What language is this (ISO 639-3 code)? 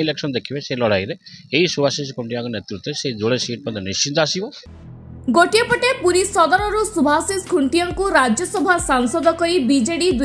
ori